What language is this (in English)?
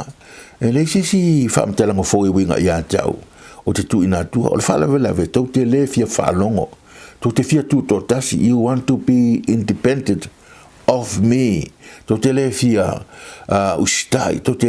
Samoan